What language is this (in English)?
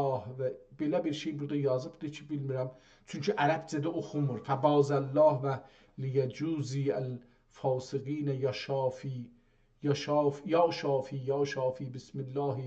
South Azerbaijani